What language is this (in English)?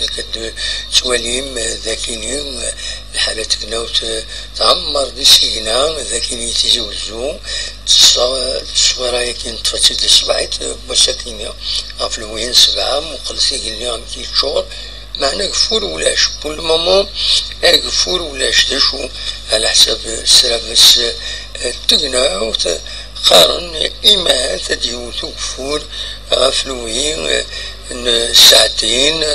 Kabyle